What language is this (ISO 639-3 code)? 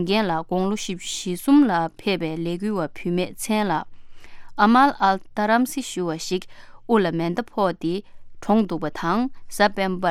bod